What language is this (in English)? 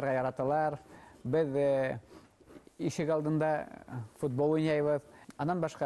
Bashkir